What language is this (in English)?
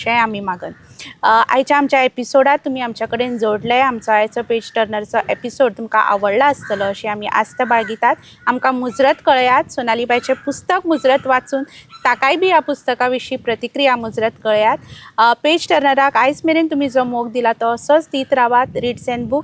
Konkani